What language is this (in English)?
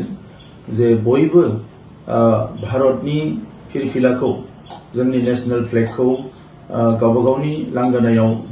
Bodo